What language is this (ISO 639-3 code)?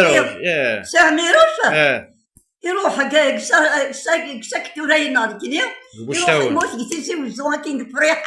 kab